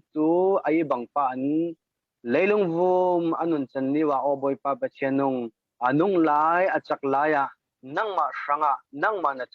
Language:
Falam Chin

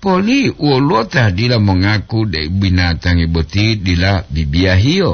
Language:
Gorontalo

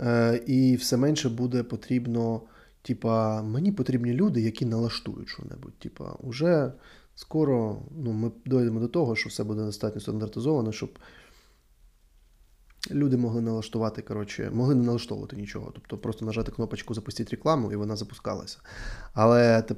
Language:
Ukrainian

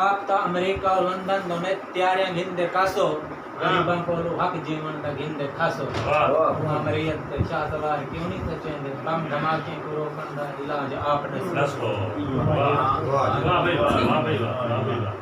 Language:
Saraiki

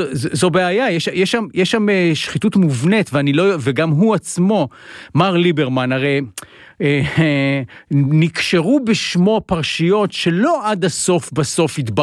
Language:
Hebrew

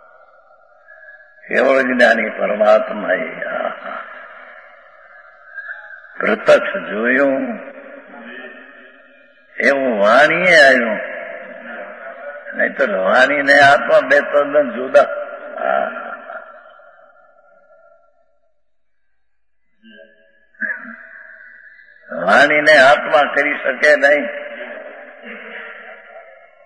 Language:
Gujarati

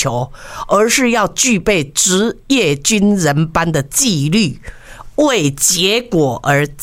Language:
Chinese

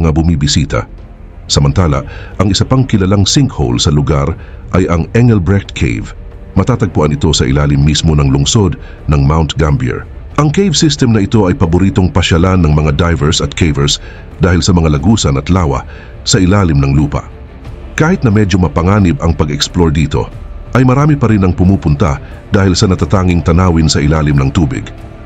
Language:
Filipino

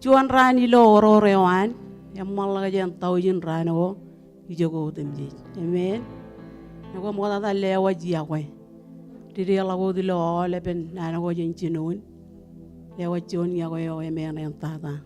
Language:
Marshallese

